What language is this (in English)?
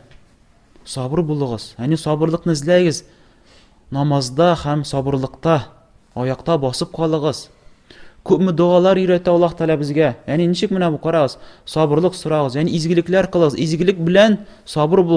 Tatar